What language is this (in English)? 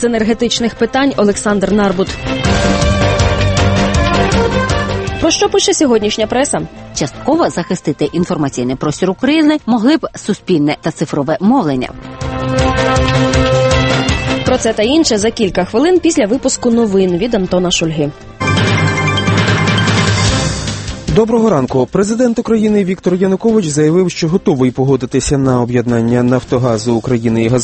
Ukrainian